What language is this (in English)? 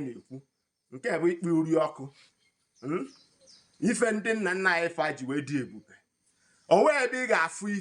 Igbo